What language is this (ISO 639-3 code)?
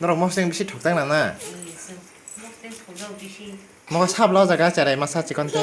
trp